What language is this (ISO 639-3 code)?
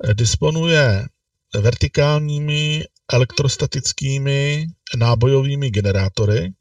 ces